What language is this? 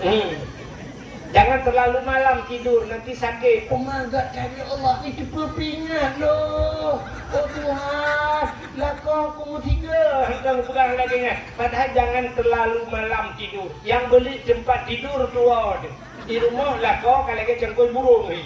Achinese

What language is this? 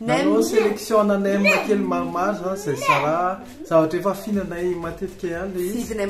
Malagasy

